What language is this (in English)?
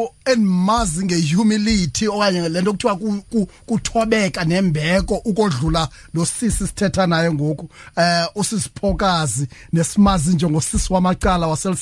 Xhosa